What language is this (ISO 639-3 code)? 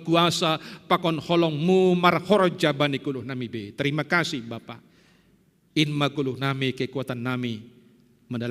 bts